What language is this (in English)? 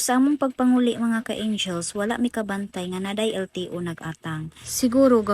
Cebuano